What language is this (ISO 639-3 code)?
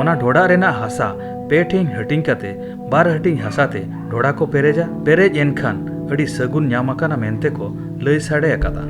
sat